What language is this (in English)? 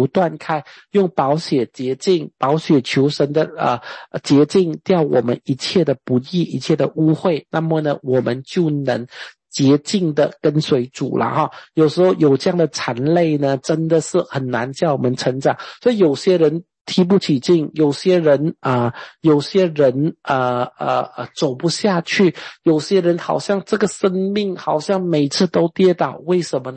Chinese